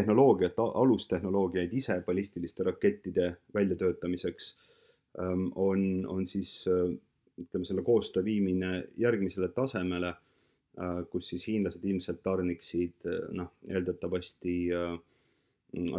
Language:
Estonian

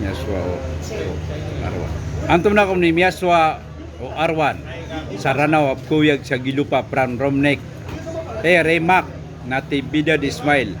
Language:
Maranao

